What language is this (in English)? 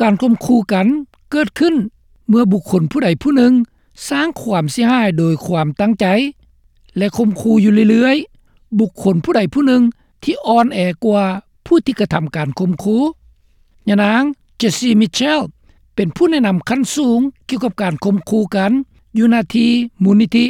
Lao